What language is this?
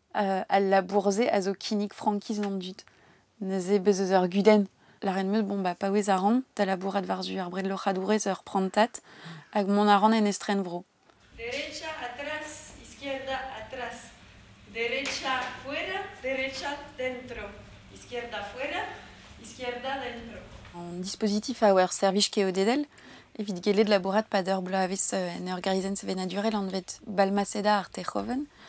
Breton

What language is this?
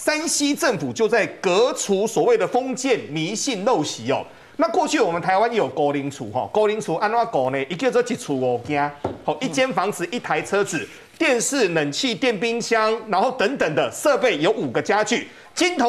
Chinese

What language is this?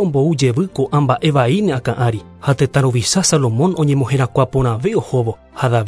Guarani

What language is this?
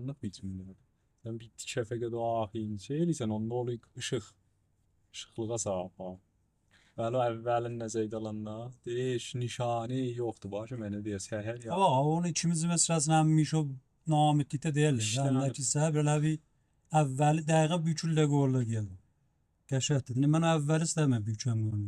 South Azerbaijani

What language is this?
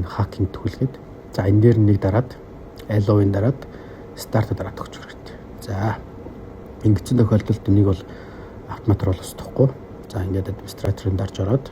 Mongolian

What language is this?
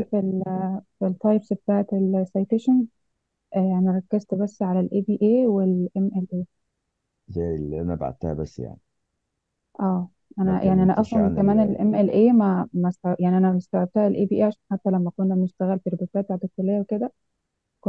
Egyptian Arabic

